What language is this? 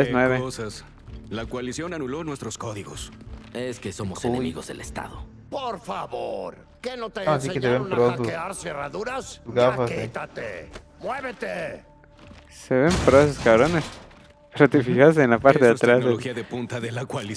Spanish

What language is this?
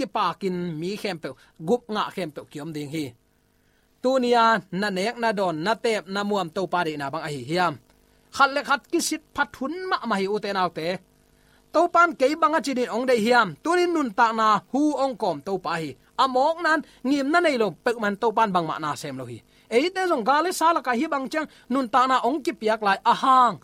Tedim Chin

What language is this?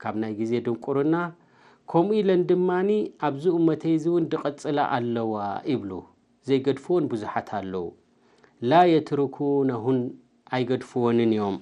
Tigrinya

